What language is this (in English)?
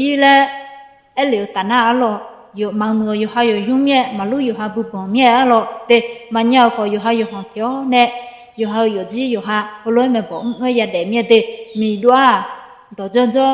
Akha